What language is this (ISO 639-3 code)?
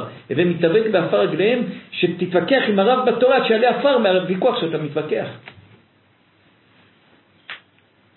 heb